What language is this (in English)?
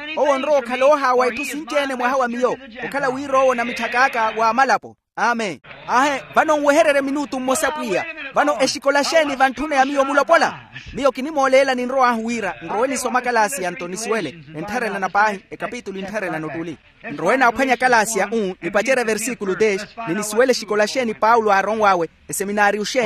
Makhuwa